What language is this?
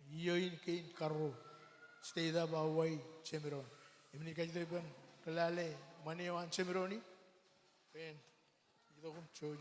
Marshallese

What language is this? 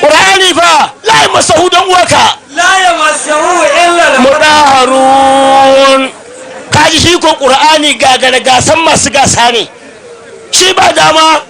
Hausa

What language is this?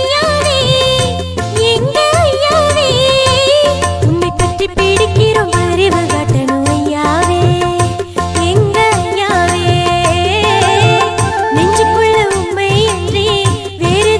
Tamil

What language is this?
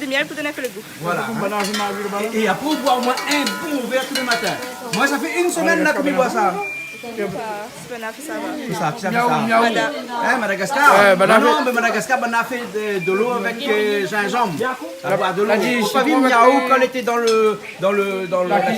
Réunion Creole French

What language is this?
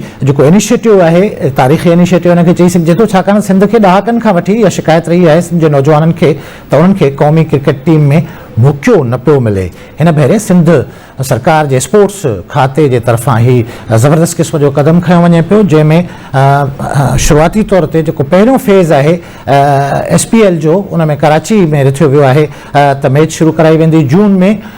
Sindhi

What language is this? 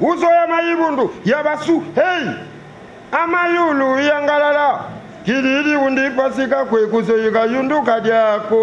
Lingala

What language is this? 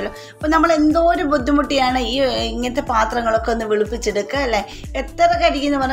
Malayalam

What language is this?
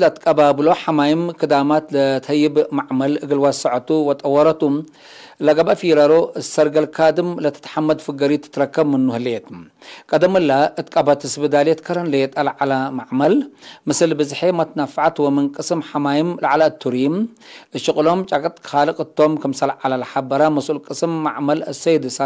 Tigre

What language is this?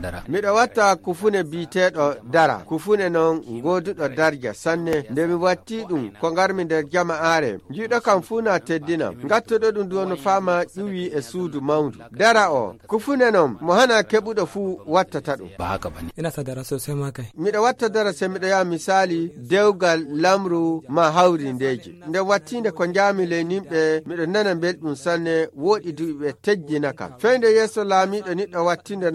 Nigerian Fulfulde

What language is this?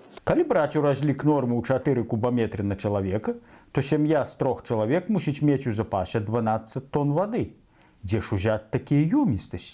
Belarusian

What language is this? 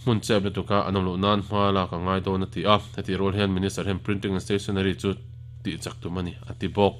Mizo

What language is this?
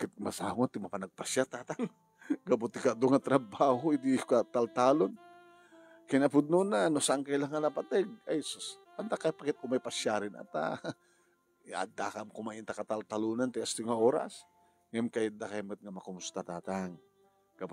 Iloko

